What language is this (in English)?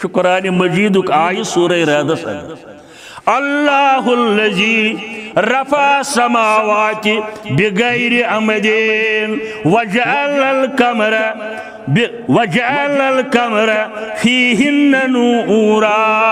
Kashmiri